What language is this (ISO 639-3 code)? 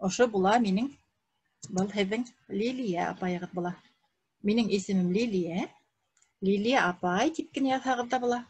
bak